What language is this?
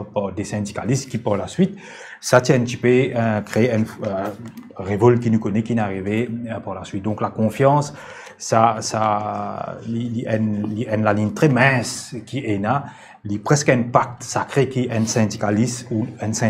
Morisyen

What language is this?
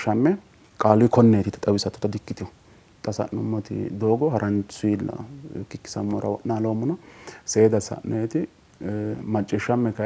Sidamo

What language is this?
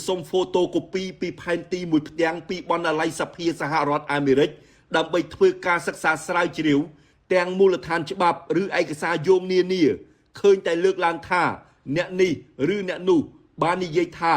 Khmer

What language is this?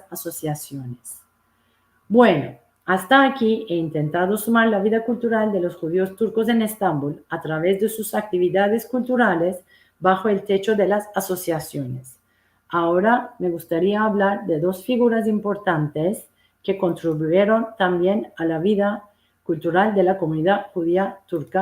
Ladino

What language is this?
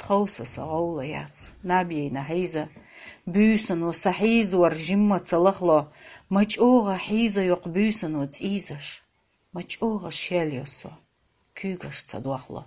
Chechen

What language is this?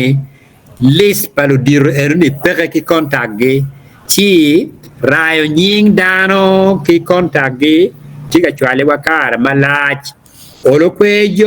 Acoli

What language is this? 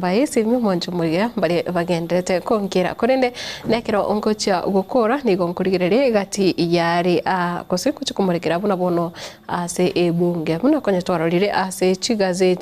Gusii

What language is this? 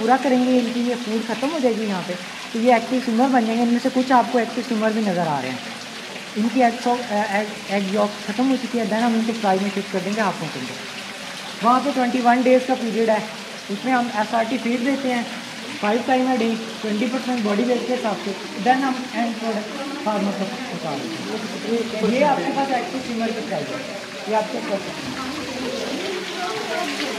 Hindi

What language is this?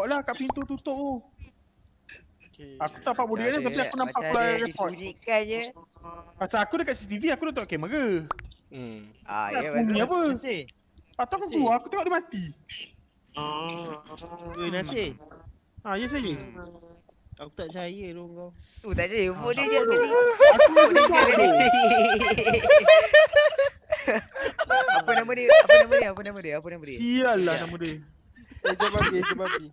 Malay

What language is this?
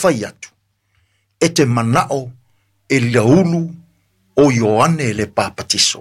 Samoan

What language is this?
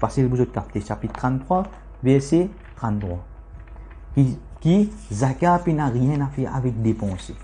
Morisyen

